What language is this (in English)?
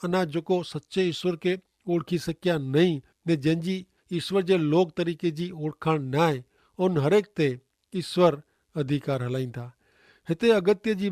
Kachhi